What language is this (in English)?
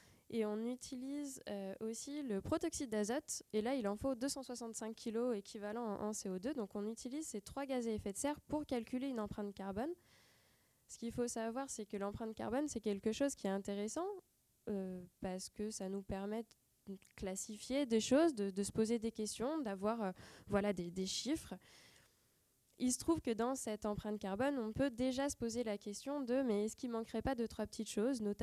French